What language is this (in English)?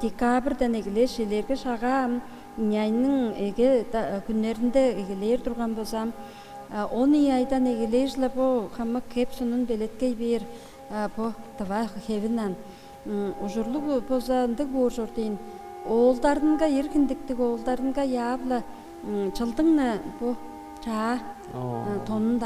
Tuvinian